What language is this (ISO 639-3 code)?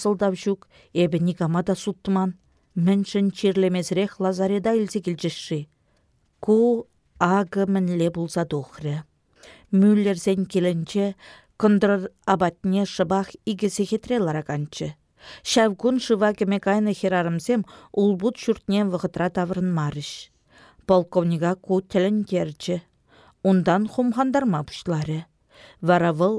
chv